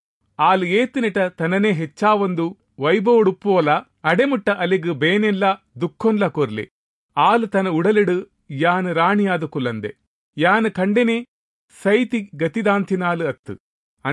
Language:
Tulu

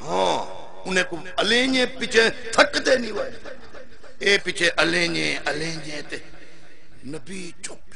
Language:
Saraiki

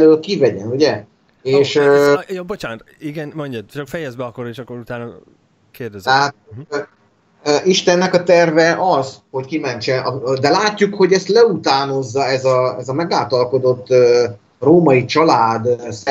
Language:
Hungarian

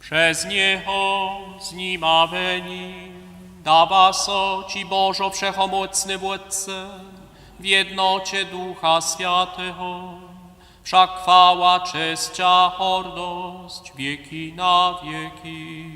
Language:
Upper Sorbian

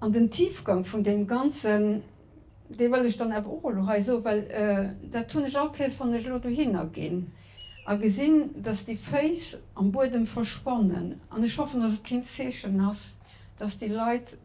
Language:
Luxembourgish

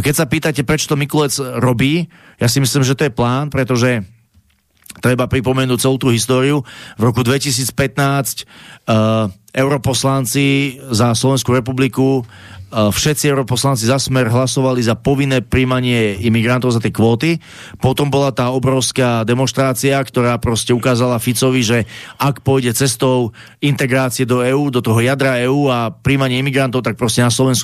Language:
Slovak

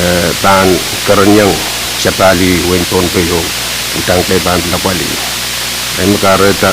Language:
Pohnpeian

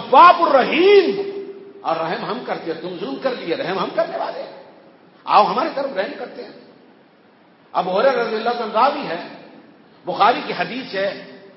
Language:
Urdu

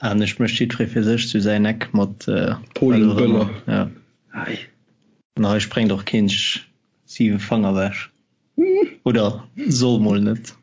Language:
Luxembourgish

